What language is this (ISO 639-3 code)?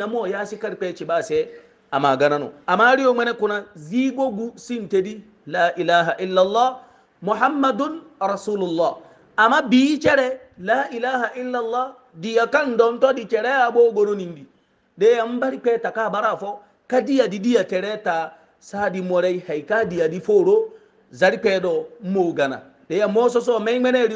hau